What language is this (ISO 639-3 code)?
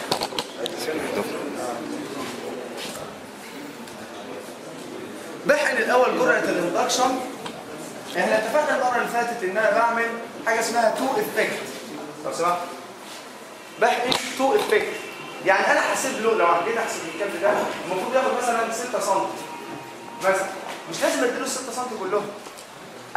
arz